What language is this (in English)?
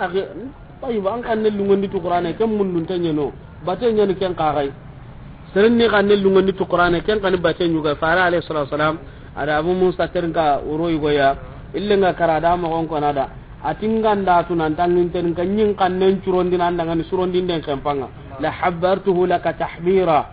Soninke